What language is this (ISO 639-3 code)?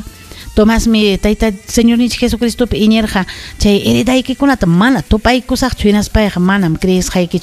quy